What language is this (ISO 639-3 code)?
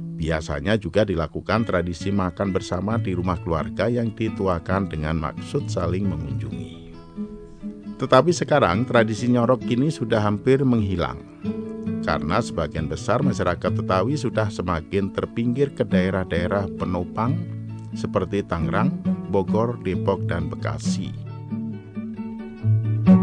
ind